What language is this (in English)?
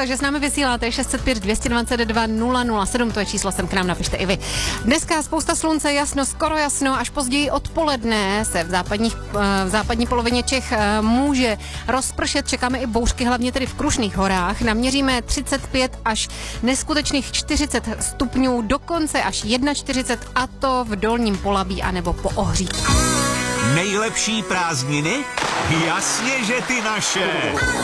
Czech